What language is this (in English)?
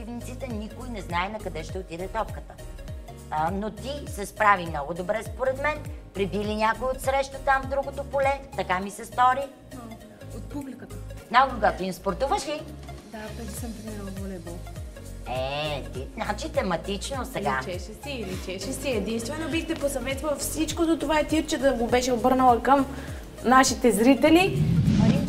Bulgarian